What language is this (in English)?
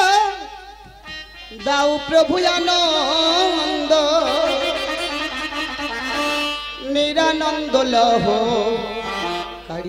Bangla